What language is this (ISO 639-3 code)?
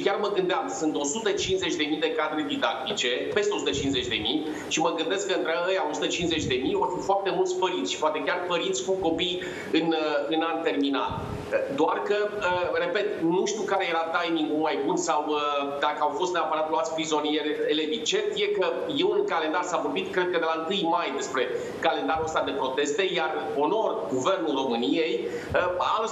ron